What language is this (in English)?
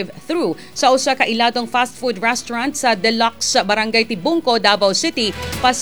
Cebuano